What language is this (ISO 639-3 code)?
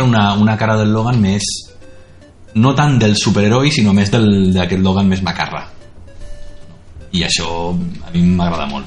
cat